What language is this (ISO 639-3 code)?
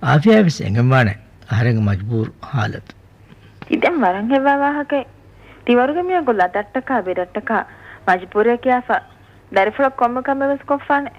div